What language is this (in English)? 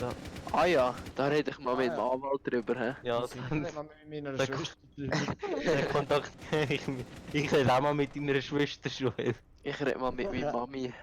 Swiss German